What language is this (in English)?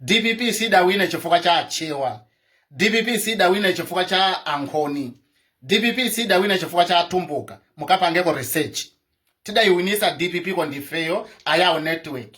Nyanja